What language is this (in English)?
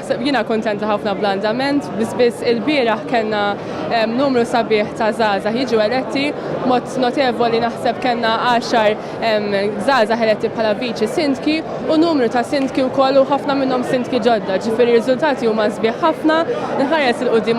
Maltese